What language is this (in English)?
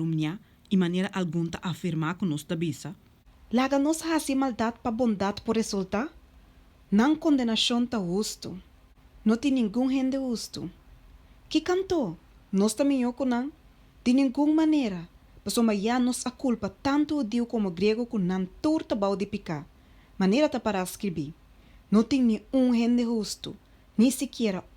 Papiamento